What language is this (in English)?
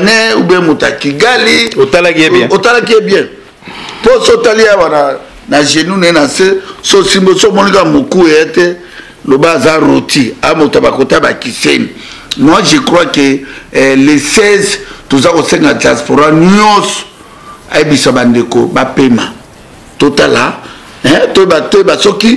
Lingala